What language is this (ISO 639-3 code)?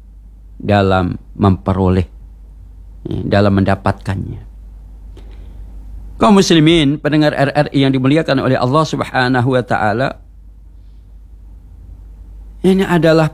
ind